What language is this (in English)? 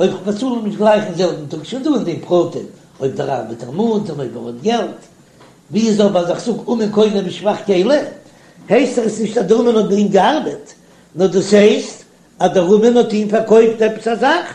Yiddish